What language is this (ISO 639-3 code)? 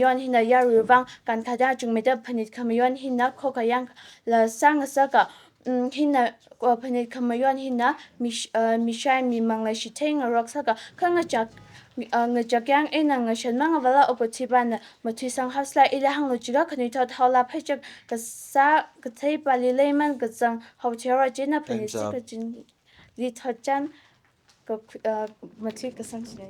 nmf